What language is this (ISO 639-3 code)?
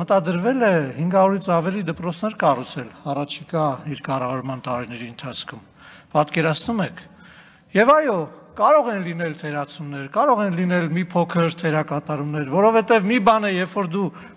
hye